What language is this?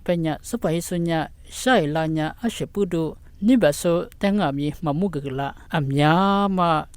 Lisu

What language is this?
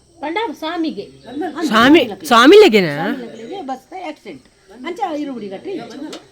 Tulu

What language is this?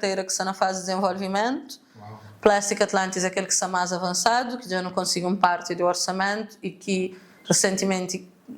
Kabuverdianu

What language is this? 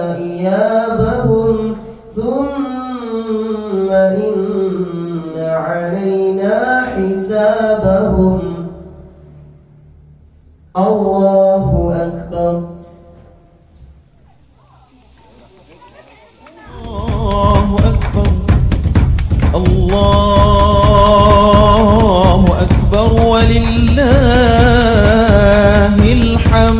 Arabic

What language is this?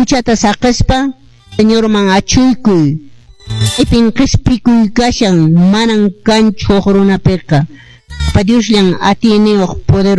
Quechua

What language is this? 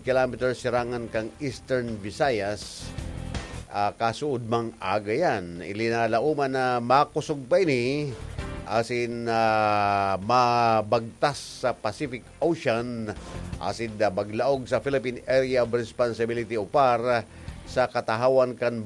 Bikol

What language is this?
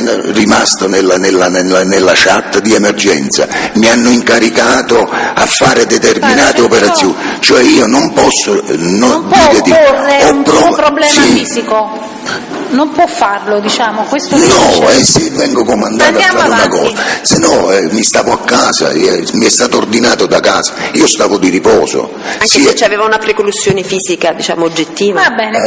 Italian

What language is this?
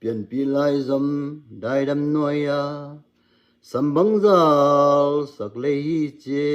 Tedim Chin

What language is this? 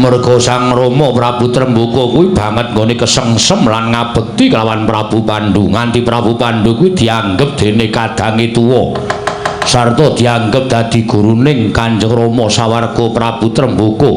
Javanese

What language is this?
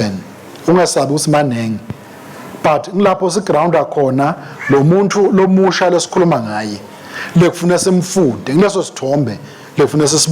Swati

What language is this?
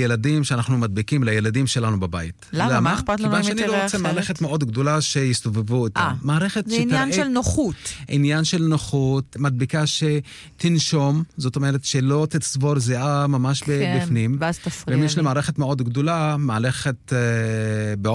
Hebrew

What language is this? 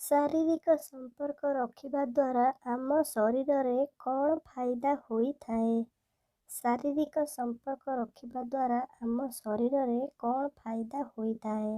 Odia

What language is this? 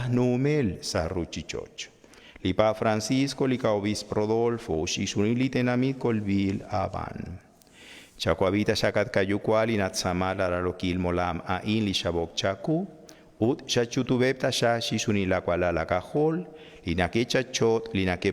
Kekchí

